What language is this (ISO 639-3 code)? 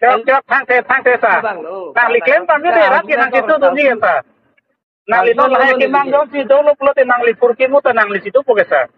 mjw